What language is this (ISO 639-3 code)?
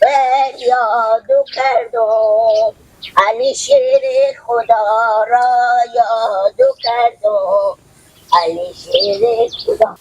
haz